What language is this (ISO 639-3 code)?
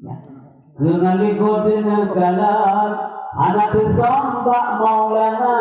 ace